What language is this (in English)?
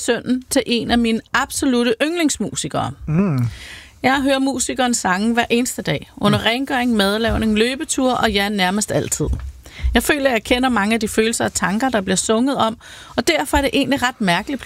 Danish